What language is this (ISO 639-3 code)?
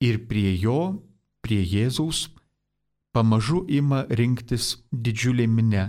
lit